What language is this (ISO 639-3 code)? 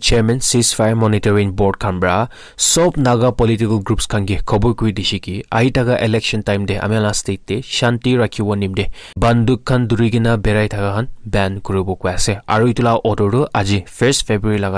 nag